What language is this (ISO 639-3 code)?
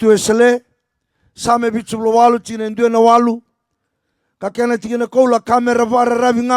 fij